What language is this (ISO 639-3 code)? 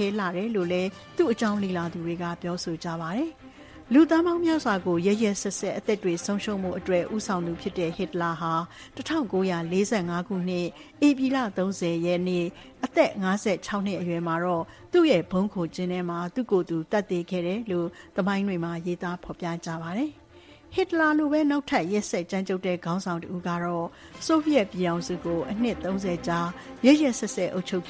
mya